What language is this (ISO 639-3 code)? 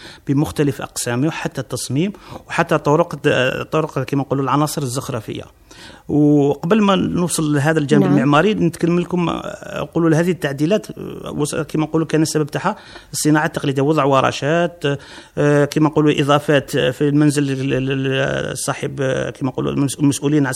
arq